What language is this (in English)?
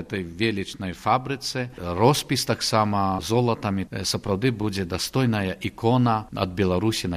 Belarusian